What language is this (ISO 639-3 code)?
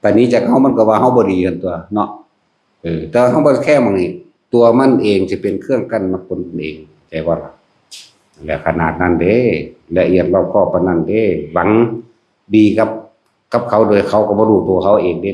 tts